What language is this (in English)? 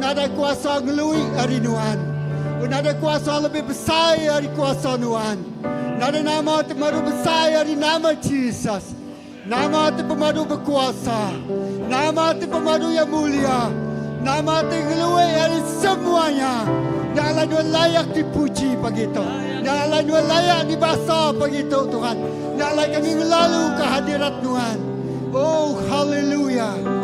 Iban